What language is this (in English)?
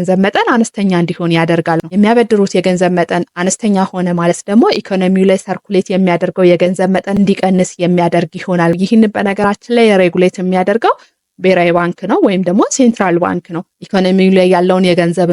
Amharic